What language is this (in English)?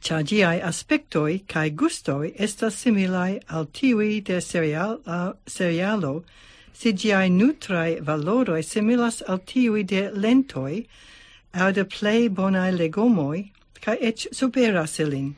Esperanto